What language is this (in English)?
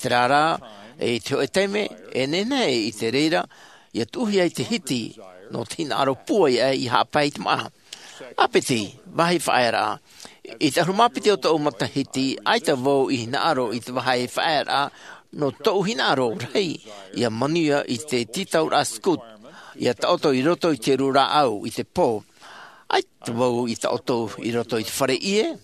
Tahitian